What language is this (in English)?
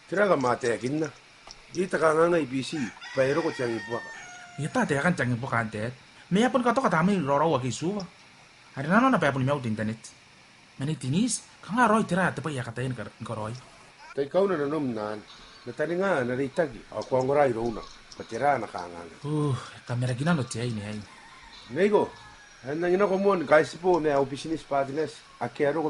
Gilbertese